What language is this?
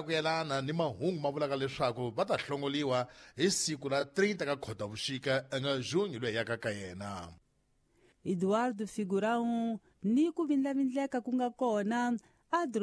Tsonga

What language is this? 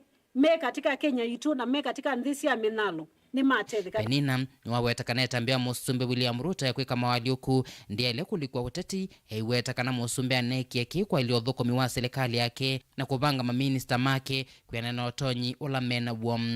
Kamba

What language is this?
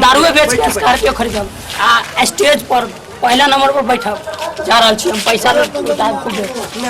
Maithili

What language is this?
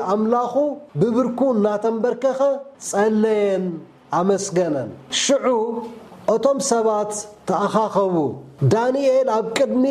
Tigrinya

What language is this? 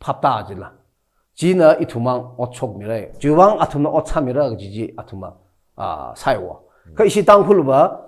Tangkhul Naga (India)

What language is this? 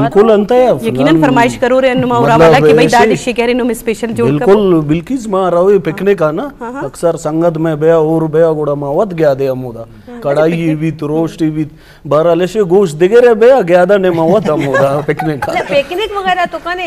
Eastern Balochi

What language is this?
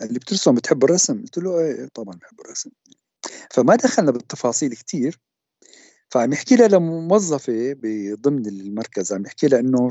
North Levantine Arabic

